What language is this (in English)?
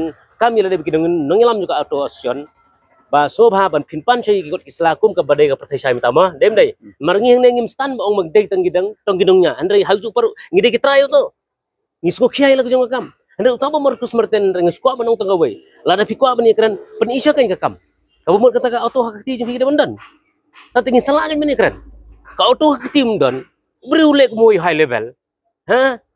Khasi